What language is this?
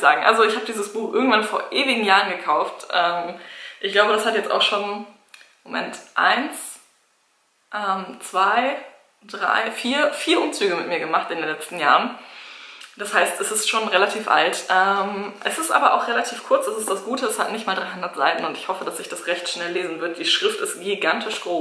German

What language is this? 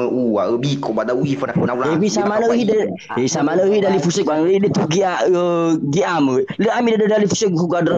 Nias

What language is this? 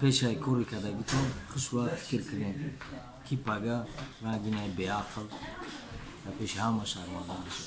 Tajik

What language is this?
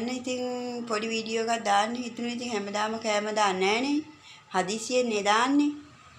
Sinhala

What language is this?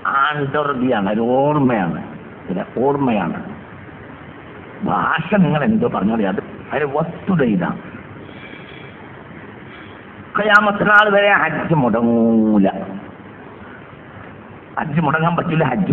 Malayalam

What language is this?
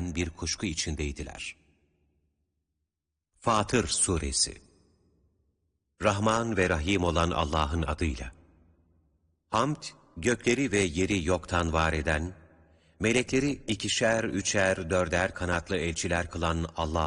Turkish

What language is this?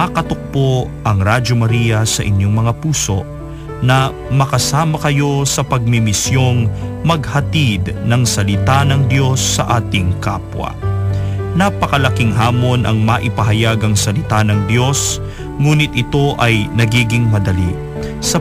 Filipino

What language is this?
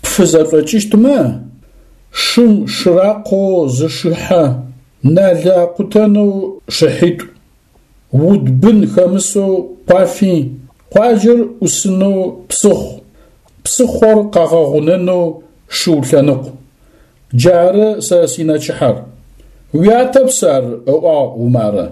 Adyghe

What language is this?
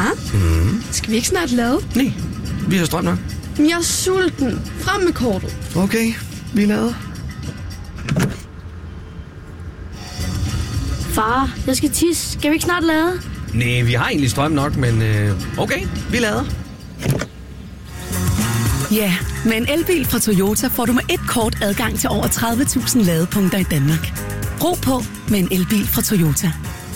Danish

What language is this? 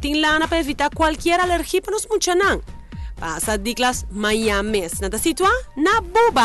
Papiamento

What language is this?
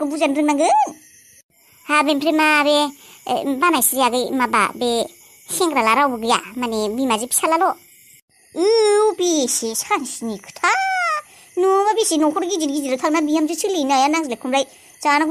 Bodo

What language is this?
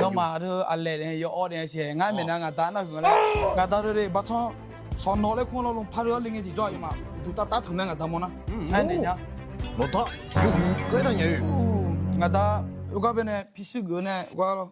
Akha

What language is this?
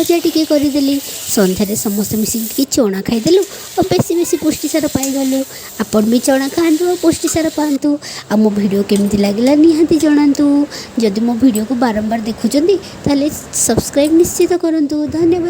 Odia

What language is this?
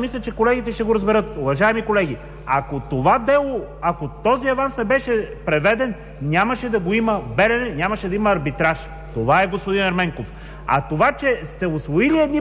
Bulgarian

